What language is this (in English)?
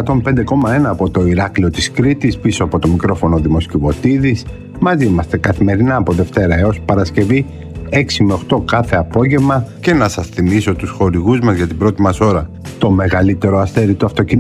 Greek